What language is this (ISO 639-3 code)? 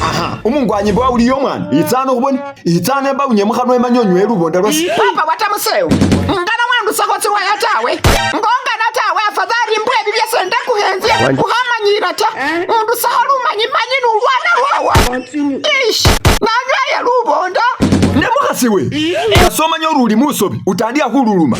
myx